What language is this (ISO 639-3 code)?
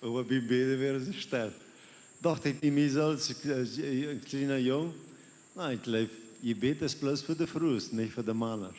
pdt